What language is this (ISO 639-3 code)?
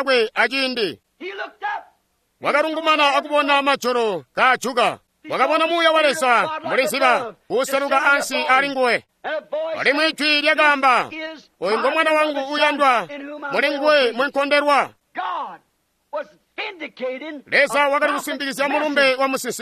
toi